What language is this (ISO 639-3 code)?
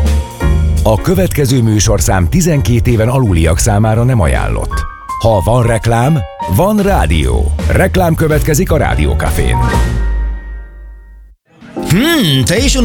hun